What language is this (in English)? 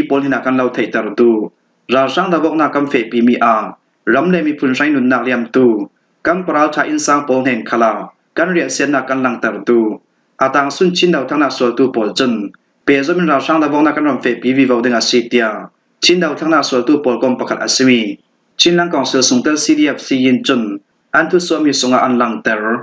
Falam Chin